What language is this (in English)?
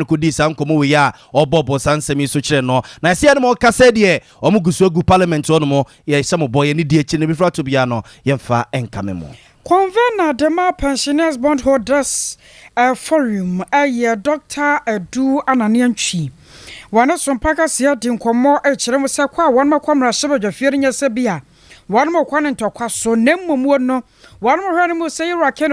Akan